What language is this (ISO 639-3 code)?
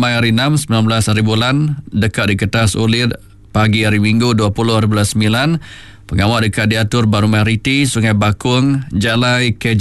iba